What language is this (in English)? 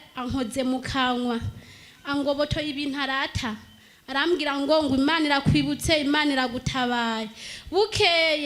Rundi